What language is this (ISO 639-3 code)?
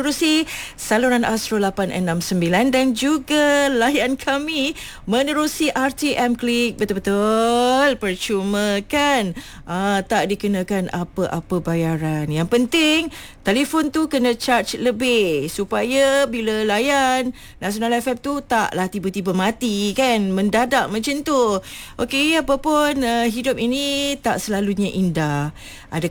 msa